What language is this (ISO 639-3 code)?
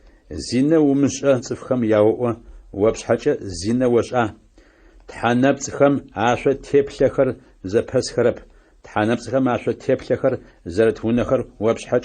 ady